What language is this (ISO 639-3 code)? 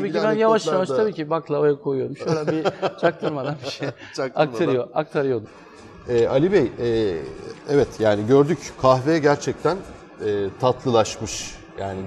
tur